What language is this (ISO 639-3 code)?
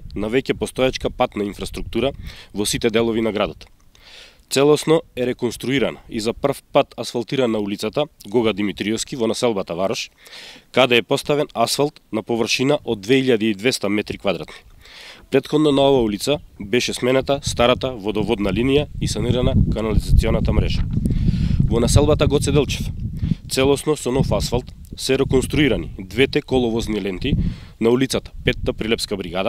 mkd